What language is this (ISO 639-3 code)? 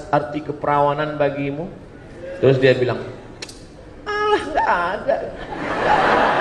ind